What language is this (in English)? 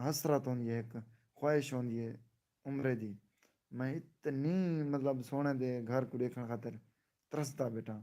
Saraiki